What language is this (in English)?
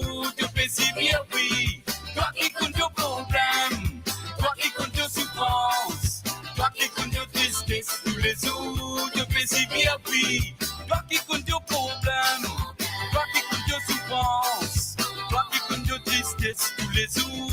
Morisyen